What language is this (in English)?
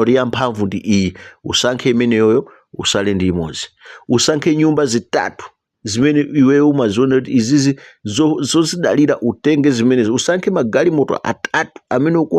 Nyanja